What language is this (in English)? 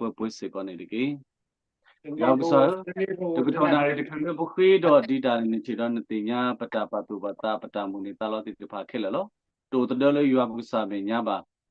S'gaw Karen